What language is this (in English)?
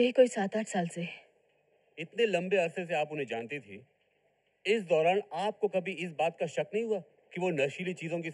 Hindi